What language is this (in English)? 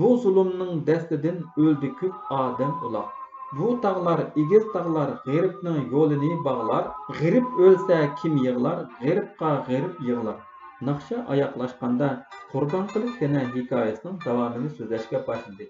Uyghur